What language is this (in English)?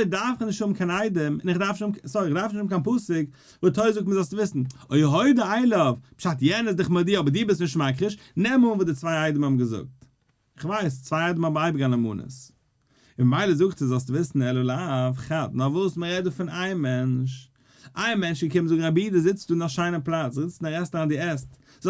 Yiddish